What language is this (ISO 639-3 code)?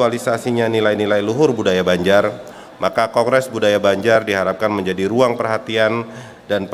bjn